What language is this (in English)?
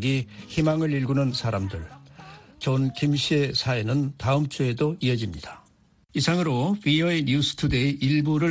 Korean